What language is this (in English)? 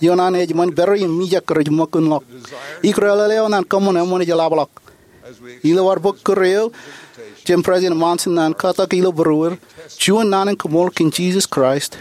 Marshallese